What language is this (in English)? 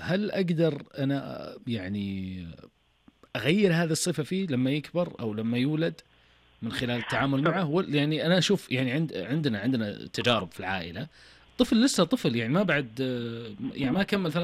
Najdi Arabic